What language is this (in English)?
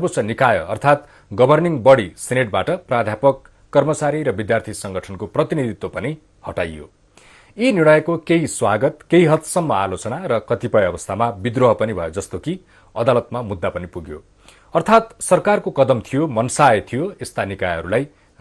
Nepali